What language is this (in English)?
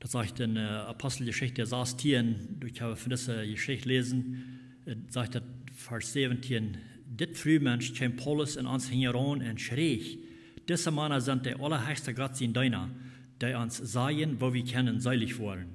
Plautdietsch